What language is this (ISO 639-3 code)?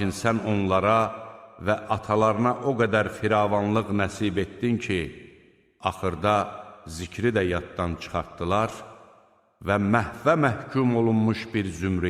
aze